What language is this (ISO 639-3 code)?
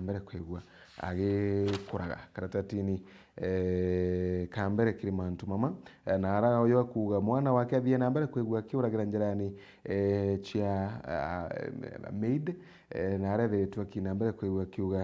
mer